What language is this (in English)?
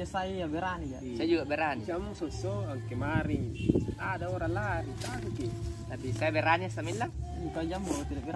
Makassar Malay